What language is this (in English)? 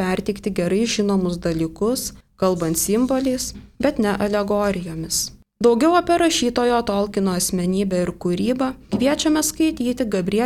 Lithuanian